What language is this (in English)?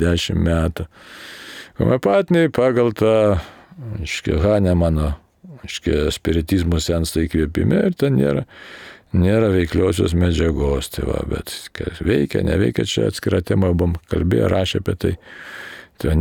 Lithuanian